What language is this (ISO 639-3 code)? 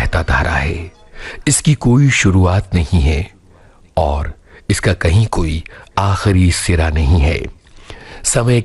hin